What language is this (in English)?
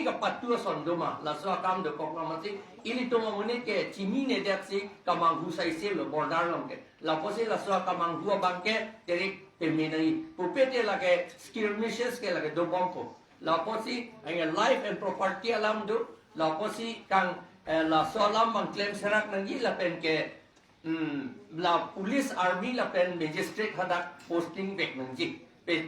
Karbi